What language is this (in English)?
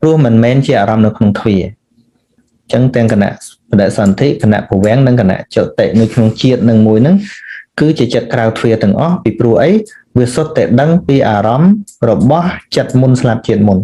Khmer